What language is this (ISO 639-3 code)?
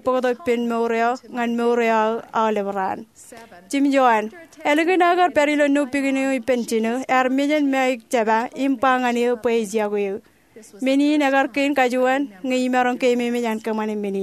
mah